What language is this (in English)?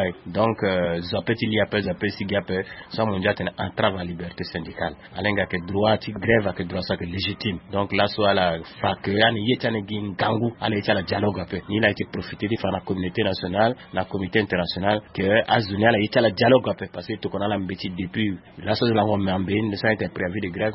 Sango